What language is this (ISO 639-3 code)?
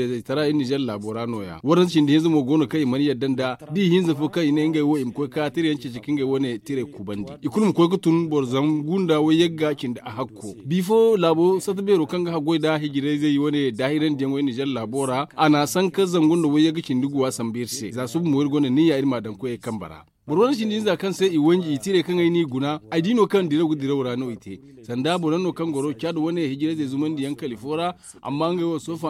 dje